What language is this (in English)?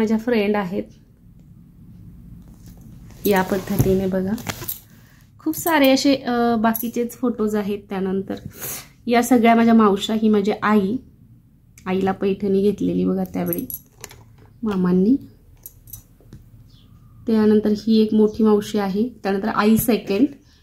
Marathi